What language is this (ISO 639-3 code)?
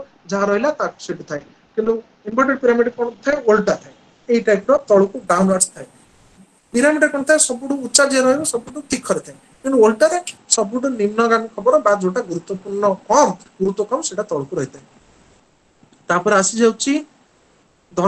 ori